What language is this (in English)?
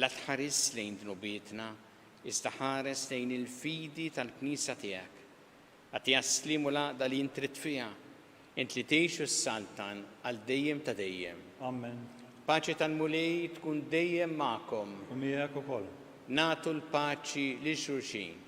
Maltese